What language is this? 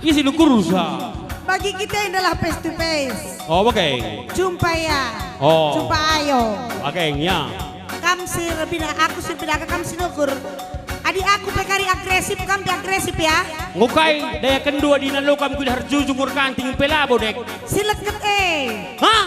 Batak Karo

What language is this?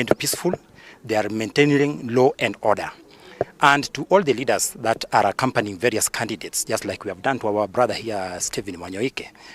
Meru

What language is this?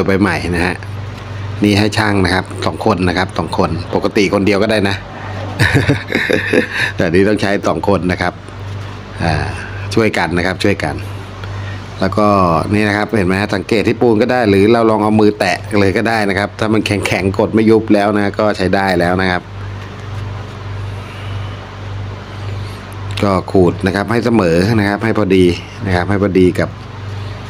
Thai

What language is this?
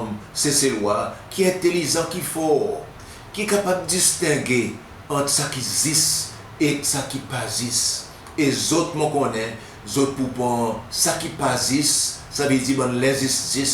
Seselwa Creole French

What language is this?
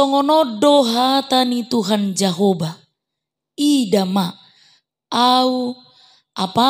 Batak Toba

